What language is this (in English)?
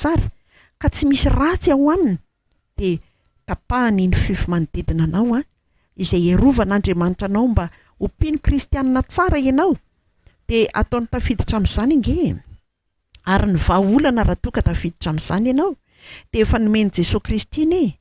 Malagasy